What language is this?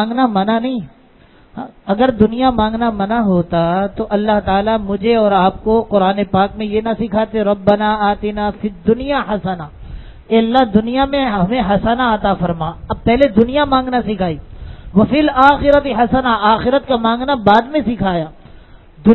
Urdu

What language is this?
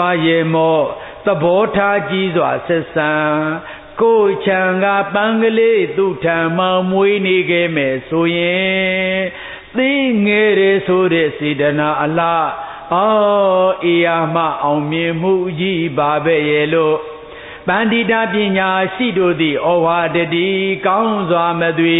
Burmese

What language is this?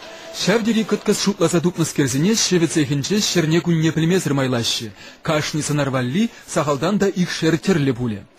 Chuvash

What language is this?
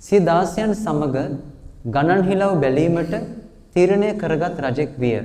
Sinhala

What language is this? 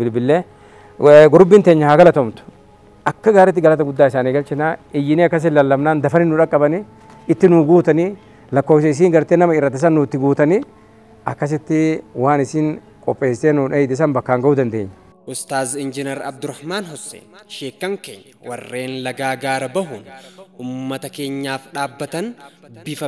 Oromo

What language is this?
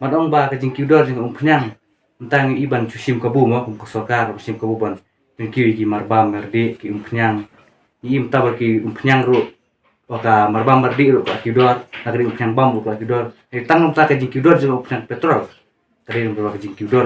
Khasi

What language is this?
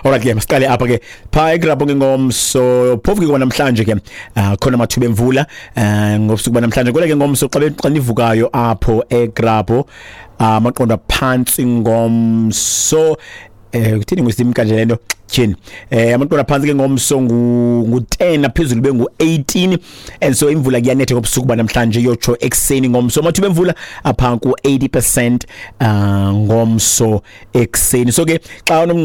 Xhosa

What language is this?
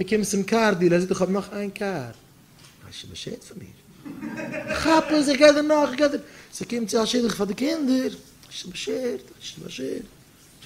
Yiddish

